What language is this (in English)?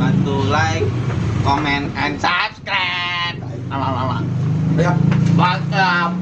Betawi